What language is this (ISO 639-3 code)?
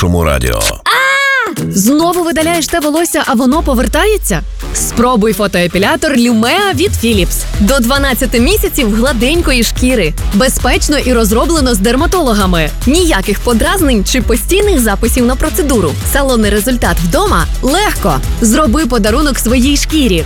ukr